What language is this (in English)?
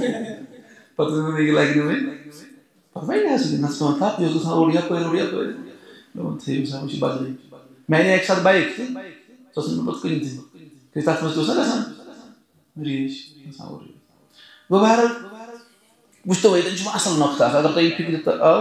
Kashmiri